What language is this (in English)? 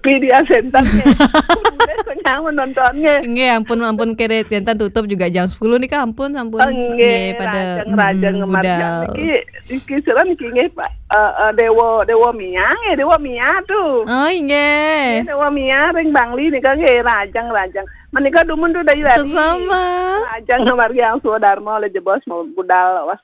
Balinese